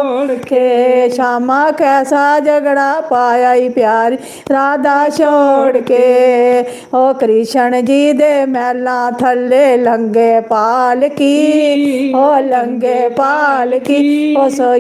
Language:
Dogri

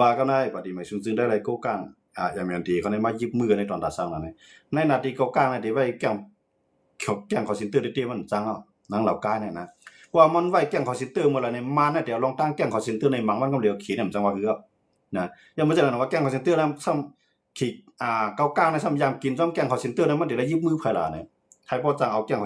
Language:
Shan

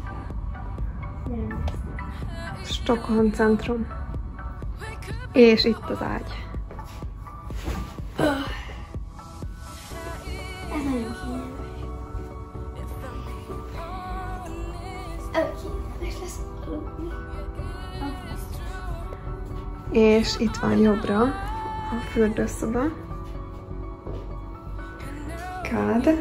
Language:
Hungarian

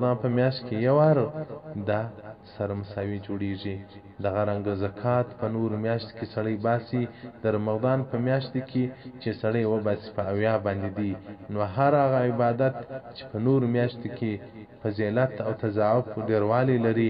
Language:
Pashto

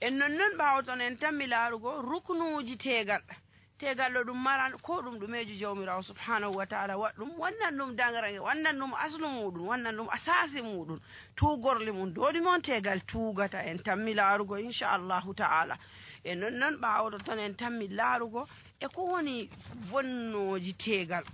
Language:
Nigerian Fulfulde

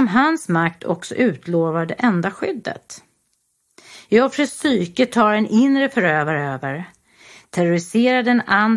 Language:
Swedish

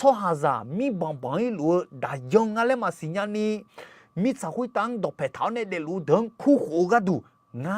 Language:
Akha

